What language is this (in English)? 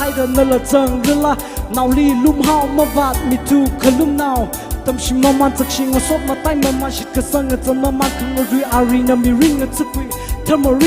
Tangkhul Naga (India)